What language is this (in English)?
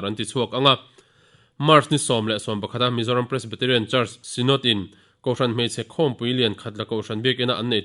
Mizo